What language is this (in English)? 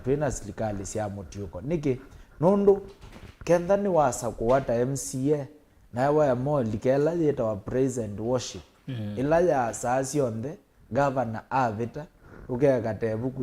Kamba